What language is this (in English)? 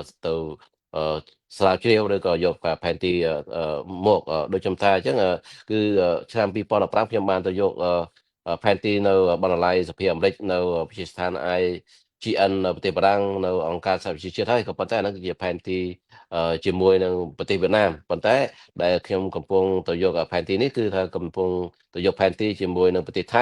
Khmer